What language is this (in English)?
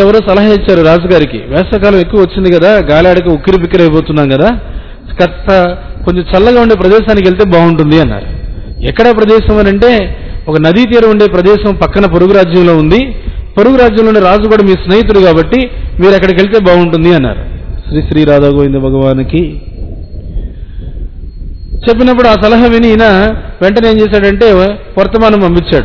Telugu